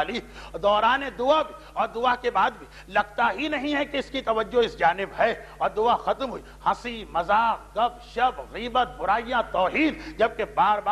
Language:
Urdu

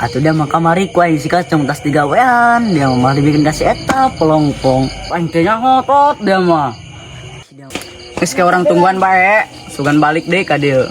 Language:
Sundanese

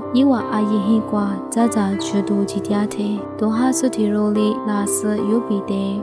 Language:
Lisu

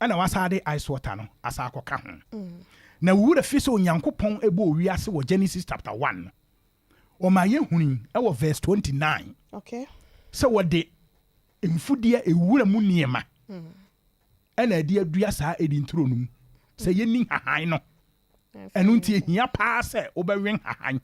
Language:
Akan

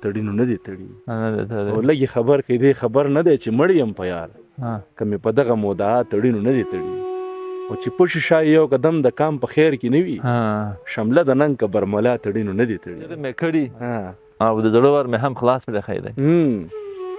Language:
Pashto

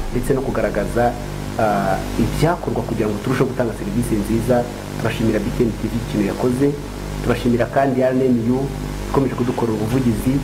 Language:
Kinyarwanda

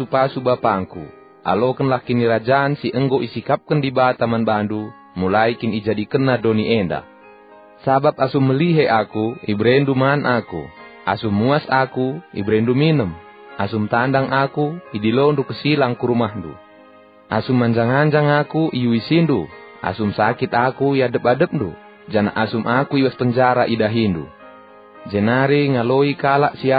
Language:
Batak Karo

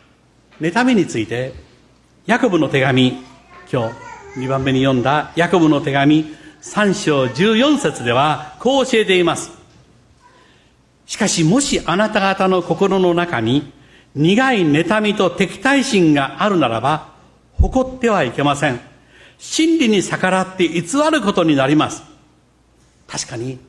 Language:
Japanese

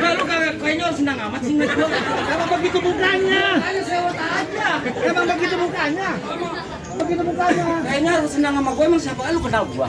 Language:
Betawi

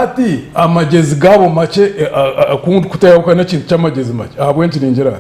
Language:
Nyankole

